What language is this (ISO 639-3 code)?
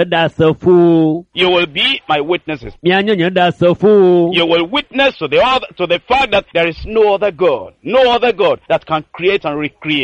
ewe